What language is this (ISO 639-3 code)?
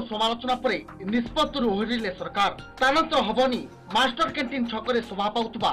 ori